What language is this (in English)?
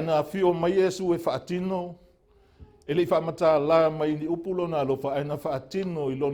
Samoan